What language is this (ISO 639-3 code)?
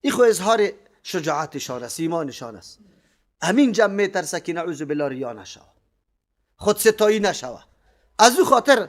fas